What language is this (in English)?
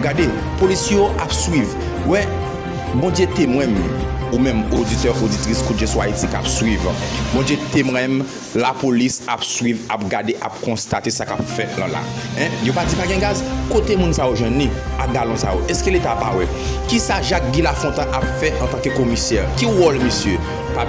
Haitian Creole